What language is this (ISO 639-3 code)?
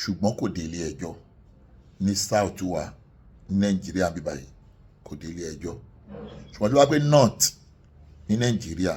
yor